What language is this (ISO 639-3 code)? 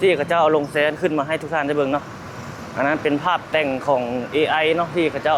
lao